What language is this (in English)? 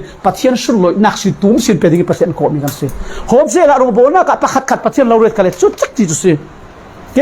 Falam Chin